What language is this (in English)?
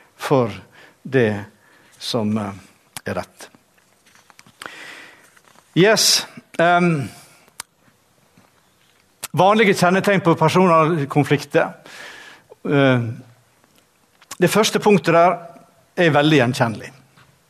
Norwegian